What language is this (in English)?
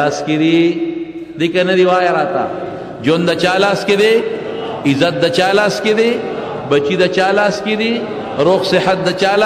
Pashto